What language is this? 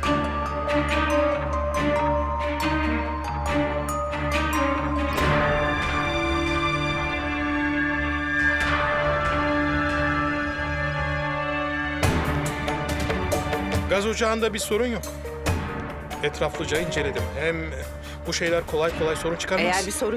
Turkish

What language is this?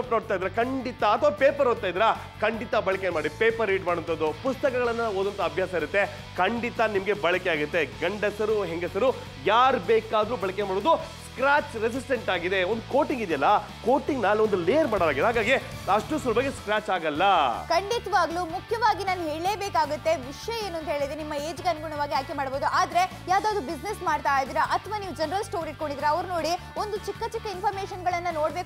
Kannada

